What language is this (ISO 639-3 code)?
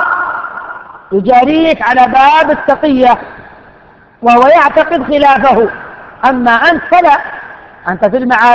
ara